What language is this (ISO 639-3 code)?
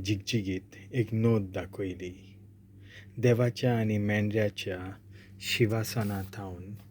kok